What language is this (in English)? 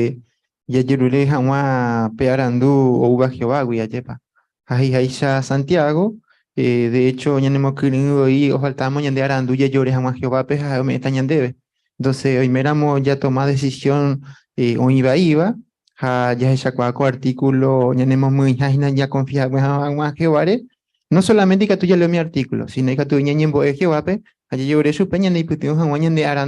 Guarani